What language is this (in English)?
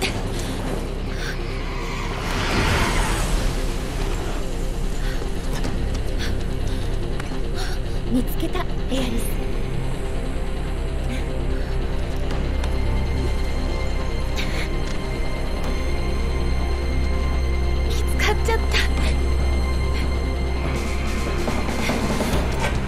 Japanese